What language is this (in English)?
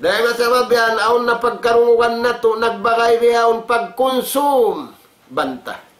Tausug